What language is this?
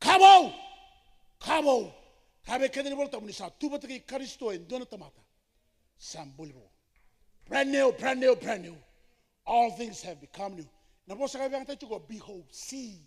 Fijian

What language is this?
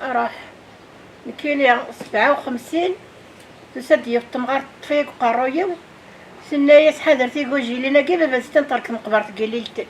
Kabyle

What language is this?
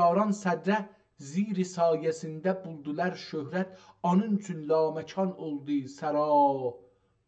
South Azerbaijani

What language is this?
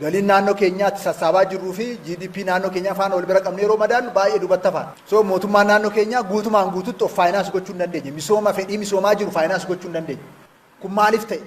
Oromo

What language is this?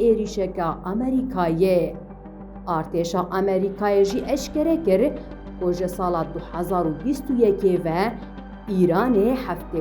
Kurdish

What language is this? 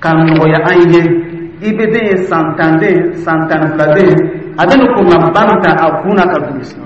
Dyula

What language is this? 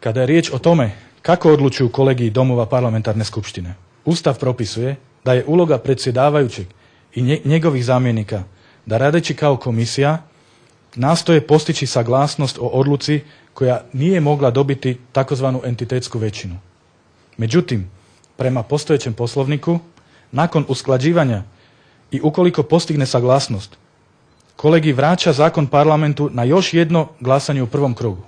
Bosnian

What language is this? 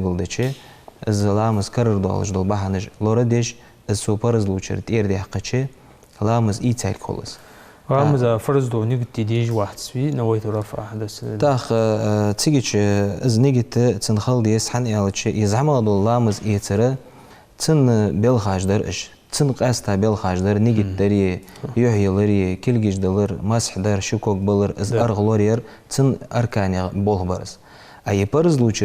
Ingush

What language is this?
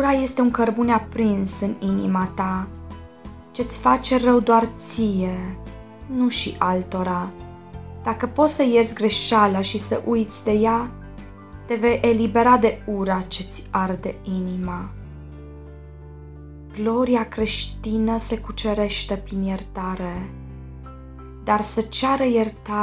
Romanian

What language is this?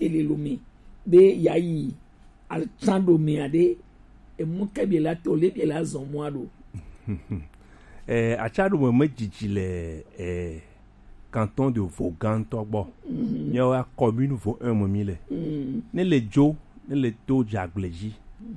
Gen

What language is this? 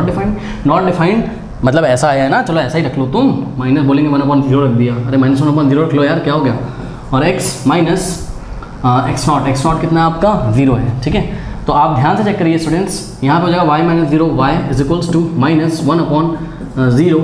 Hindi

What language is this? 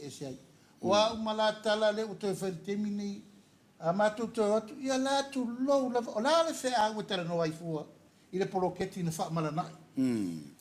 Samoan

